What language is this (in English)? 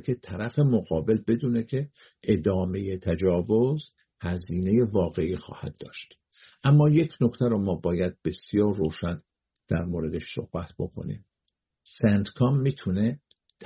Persian